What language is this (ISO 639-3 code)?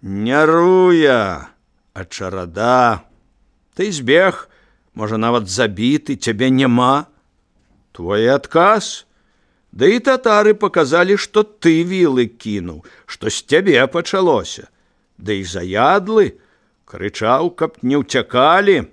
bel